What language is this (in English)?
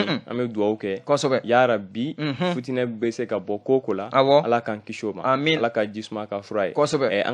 Bambara